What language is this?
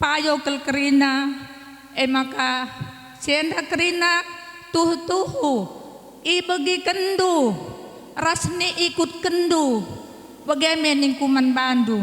Batak Karo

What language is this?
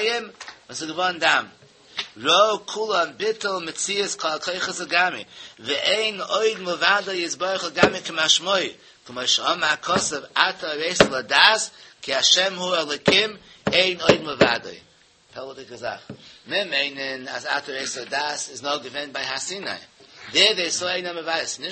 Yiddish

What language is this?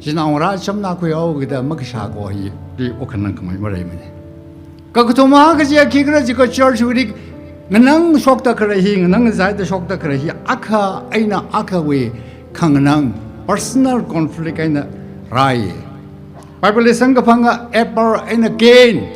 Tangkhul Naga (India)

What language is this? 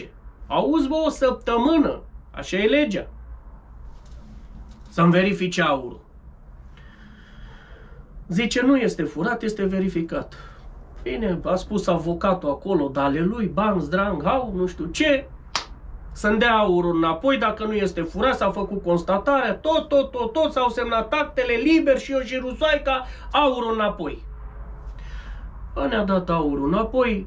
Romanian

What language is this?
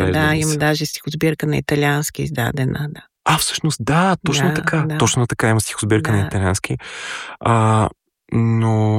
Bulgarian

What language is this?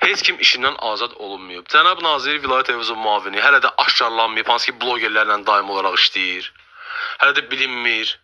Azerbaijani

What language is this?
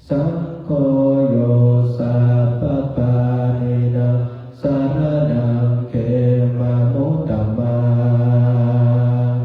Pali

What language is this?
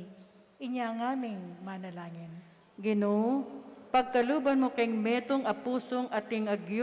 Pampanga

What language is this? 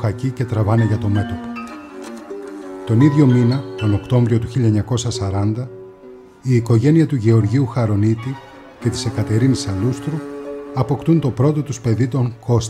Greek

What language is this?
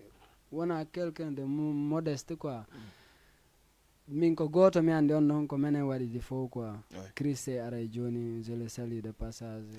Fula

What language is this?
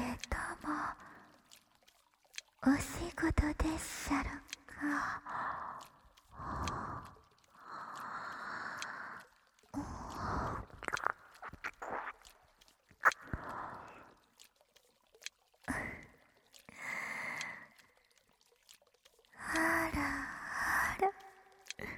Japanese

